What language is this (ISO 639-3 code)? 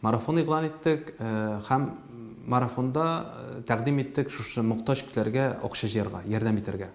tat